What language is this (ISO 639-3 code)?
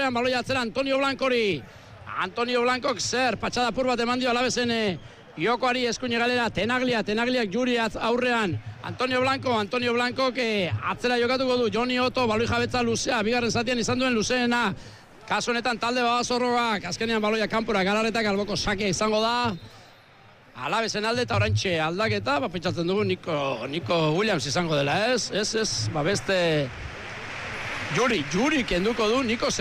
eus